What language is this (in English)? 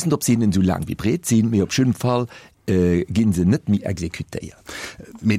Luxembourgish